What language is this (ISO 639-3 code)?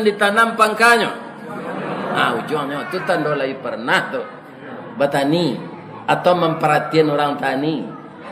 min